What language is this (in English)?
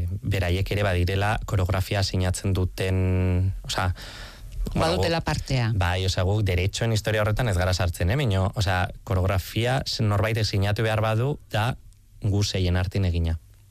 Basque